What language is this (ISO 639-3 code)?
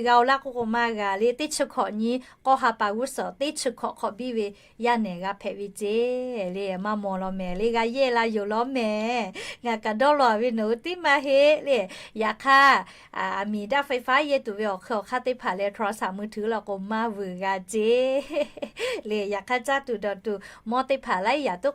lhu